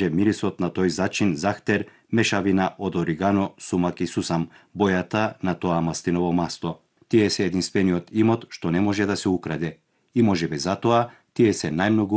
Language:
Macedonian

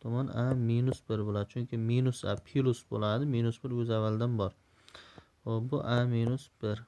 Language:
Uzbek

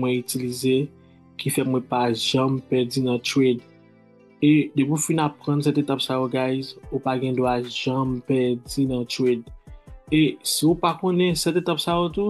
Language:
Haitian Creole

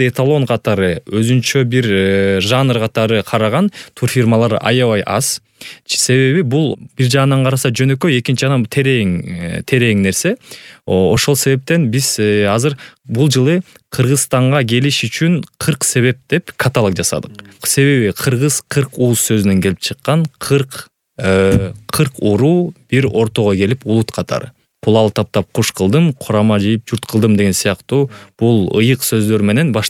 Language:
Kyrgyz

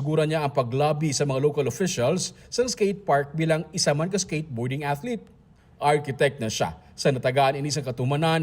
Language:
Hiligaynon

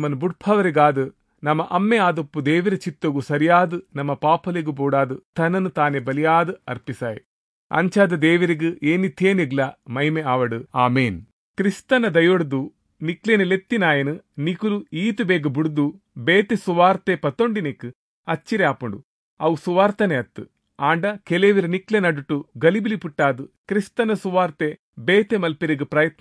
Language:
Tulu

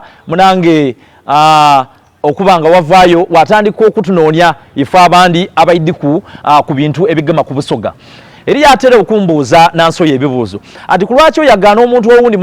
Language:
Soga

